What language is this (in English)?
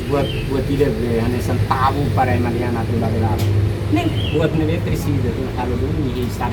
Tetum